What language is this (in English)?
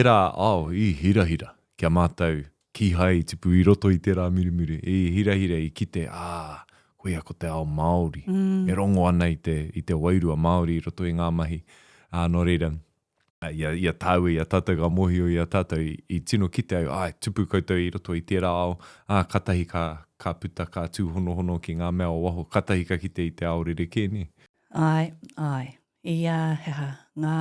Māori